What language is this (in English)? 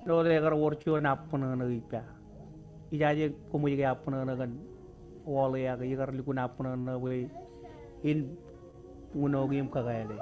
Marshallese